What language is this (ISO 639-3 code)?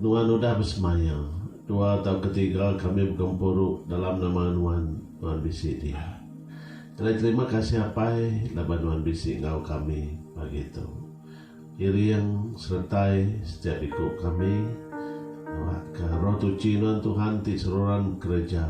iba